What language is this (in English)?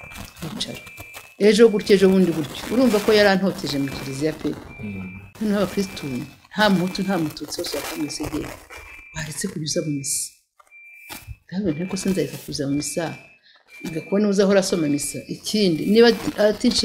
Kinyarwanda